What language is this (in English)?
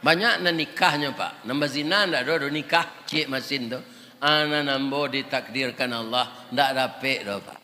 Minangkabau